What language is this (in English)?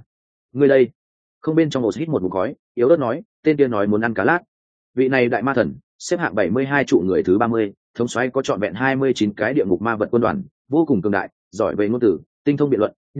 Vietnamese